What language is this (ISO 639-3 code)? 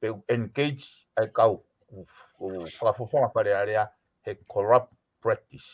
ton